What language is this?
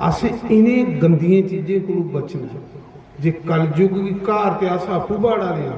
Dogri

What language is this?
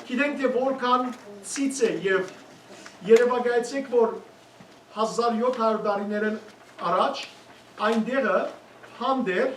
Western Armenian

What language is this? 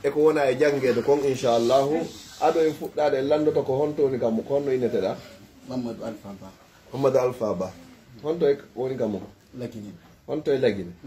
Pular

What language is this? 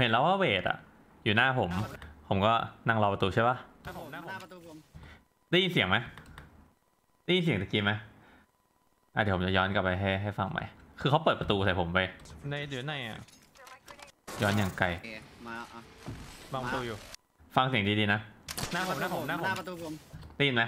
Thai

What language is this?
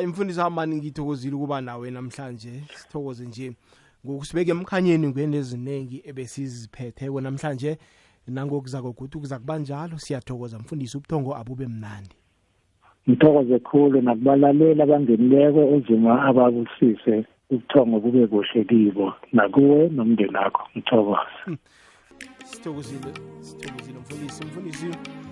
South Ndebele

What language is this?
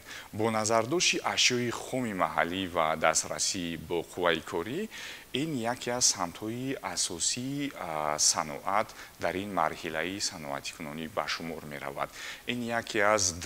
Tajik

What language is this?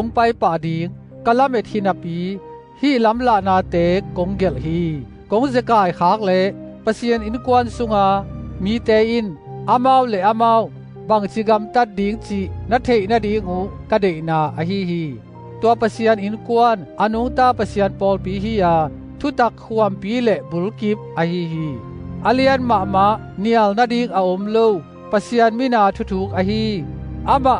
Tedim Chin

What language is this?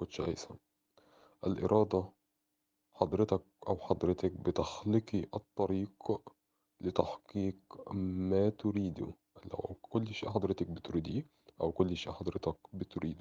Egyptian Arabic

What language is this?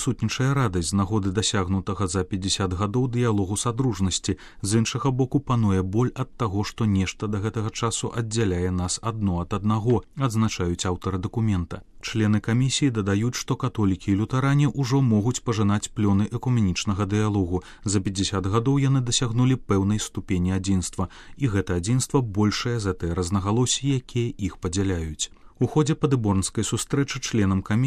Belarusian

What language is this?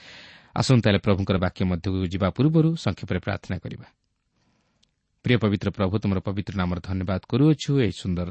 Odia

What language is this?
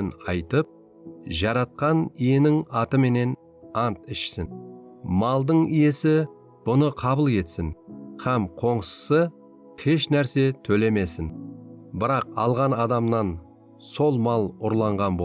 Kara-Kalpak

